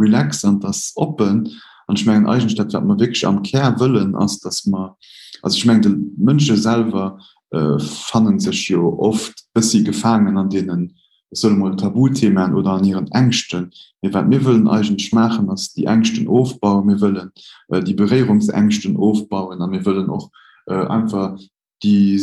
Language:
Luxembourgish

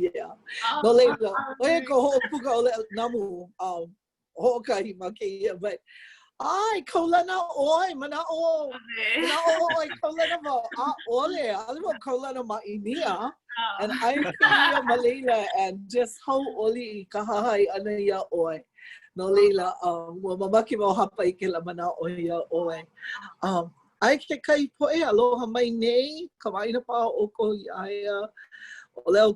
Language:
Hawaiian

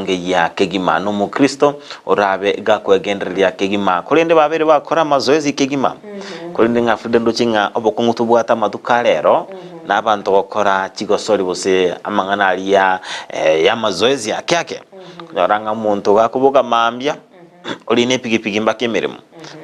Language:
Gusii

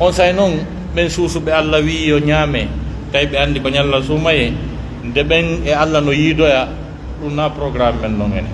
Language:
Pular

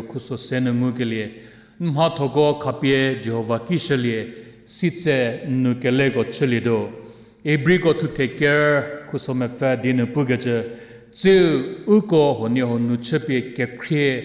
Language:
Angami Naga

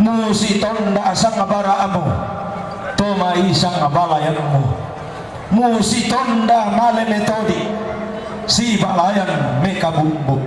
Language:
Toraja-Sa'dan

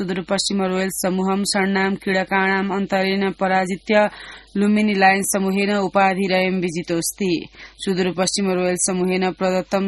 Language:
Sanskrit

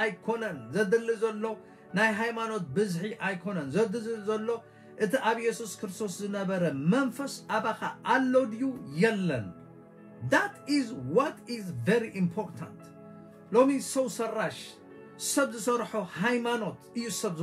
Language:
Tigrinya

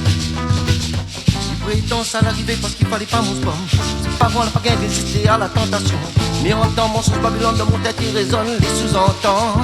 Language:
Réunion Creole French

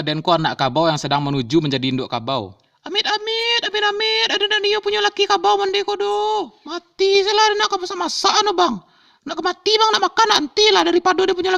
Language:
Minangkabau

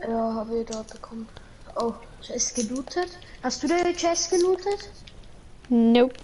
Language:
Bavarian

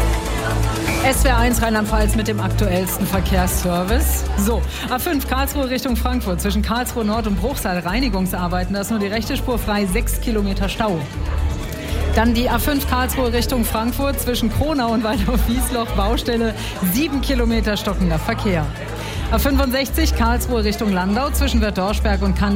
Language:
German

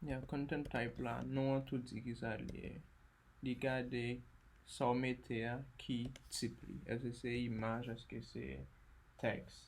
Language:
Haitian Creole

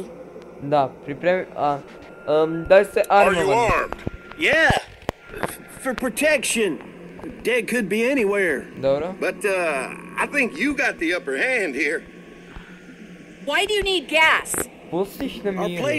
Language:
Croatian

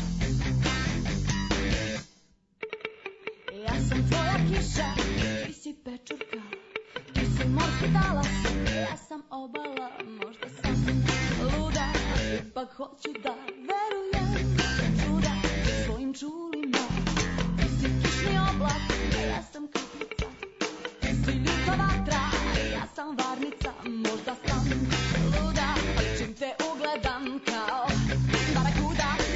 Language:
Serbian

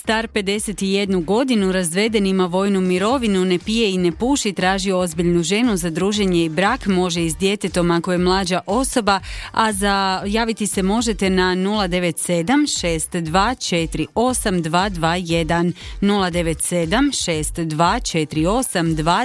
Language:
Croatian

